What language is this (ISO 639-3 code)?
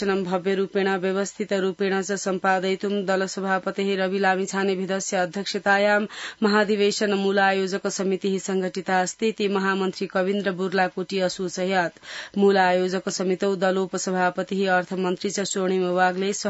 san